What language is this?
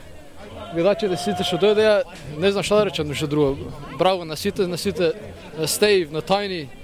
Macedonian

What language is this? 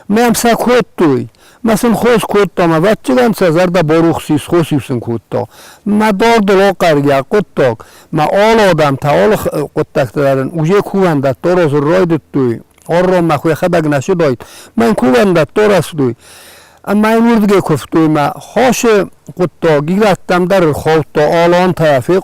Ossetic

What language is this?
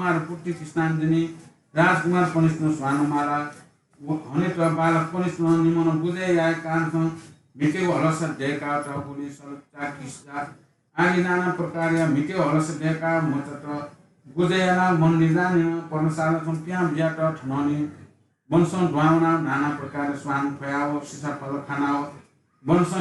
Newari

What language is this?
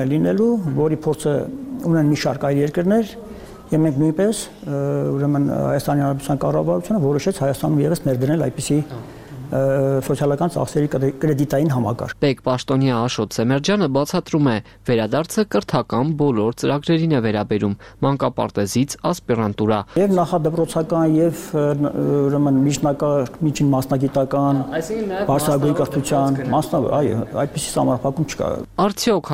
Armenian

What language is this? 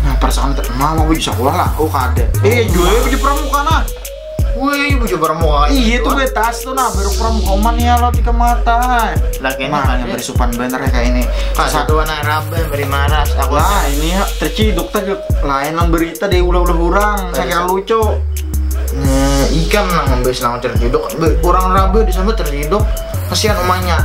Banjar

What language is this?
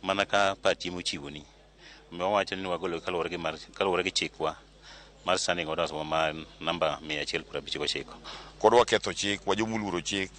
Luo (Kenya and Tanzania)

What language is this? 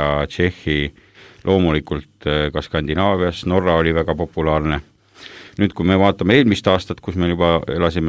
Estonian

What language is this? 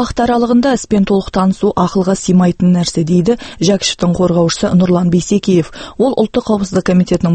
Kazakh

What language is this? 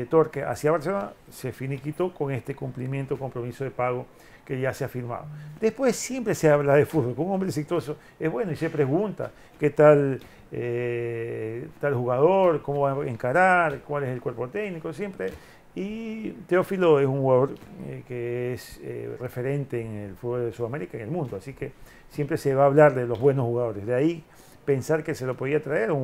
Spanish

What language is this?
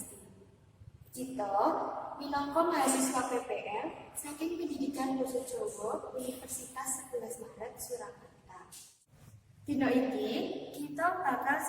Javanese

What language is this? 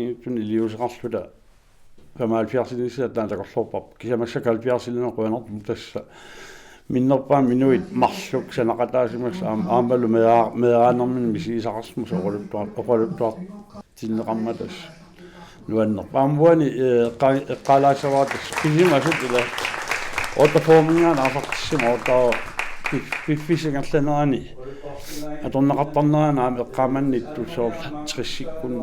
Kalaallisut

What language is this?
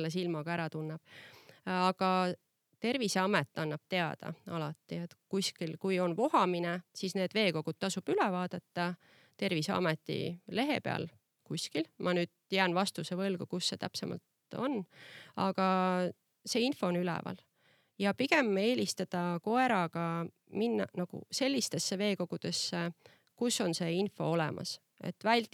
Estonian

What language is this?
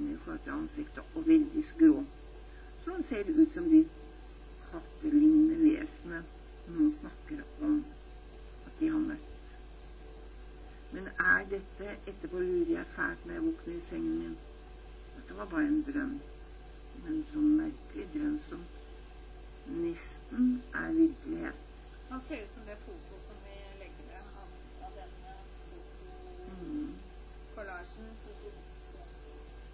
Norwegian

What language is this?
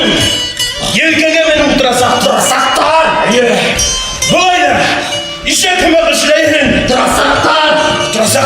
Bashkir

